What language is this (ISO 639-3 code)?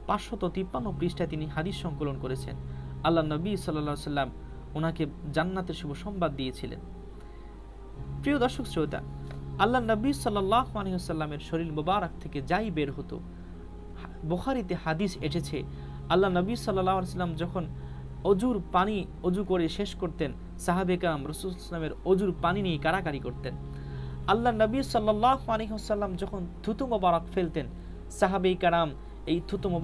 ben